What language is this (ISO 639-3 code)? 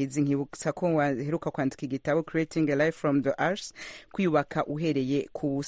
kin